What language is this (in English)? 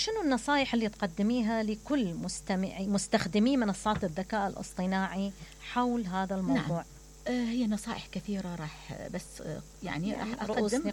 Mesopotamian Arabic